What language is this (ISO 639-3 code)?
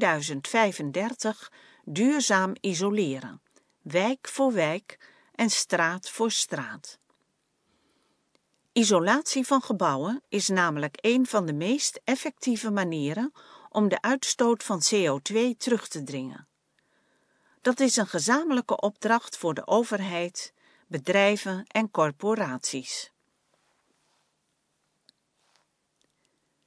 nld